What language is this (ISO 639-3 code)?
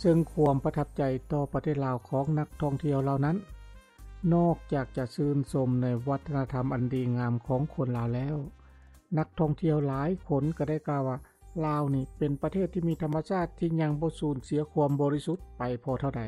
lao